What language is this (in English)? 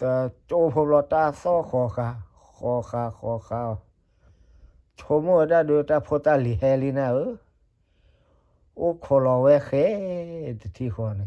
S'gaw Karen